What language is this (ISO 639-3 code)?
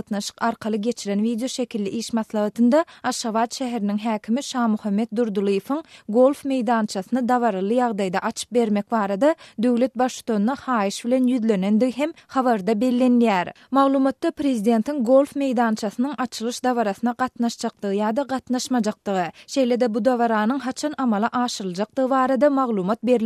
tuk